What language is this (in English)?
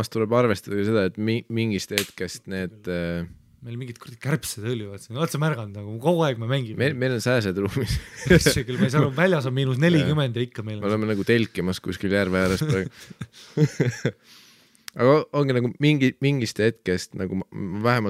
Estonian